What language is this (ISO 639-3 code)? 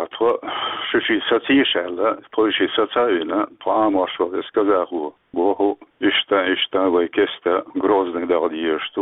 che